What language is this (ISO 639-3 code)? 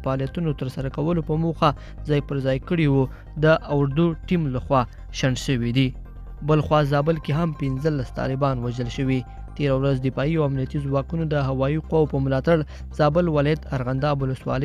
pus